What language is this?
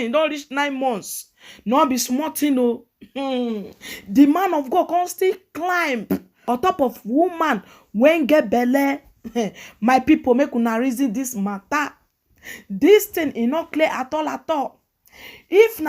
Nigerian Pidgin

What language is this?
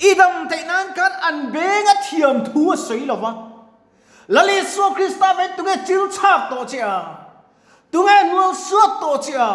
Mizo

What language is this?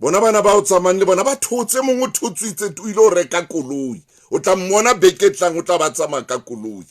Southern Sotho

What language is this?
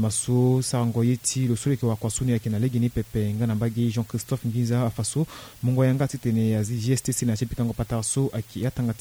Sango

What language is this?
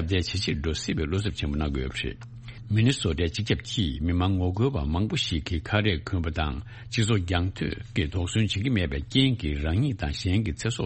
Tibetan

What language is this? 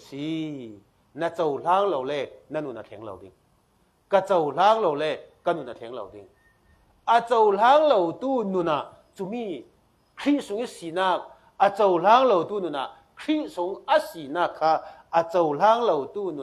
Falam Chin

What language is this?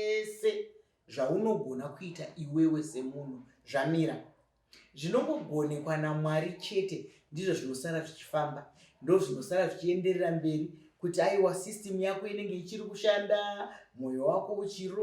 Shona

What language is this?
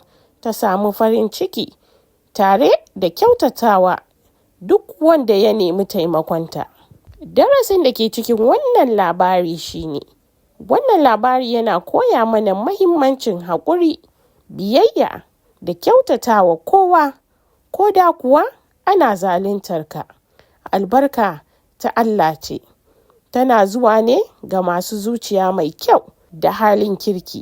Hausa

